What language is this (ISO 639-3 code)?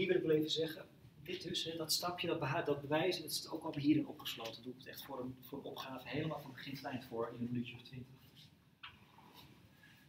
nld